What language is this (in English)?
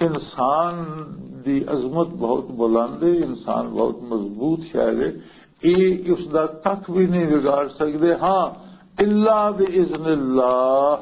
Western Panjabi